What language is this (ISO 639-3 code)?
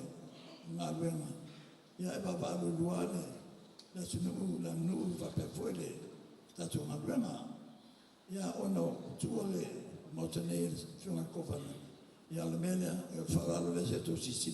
smo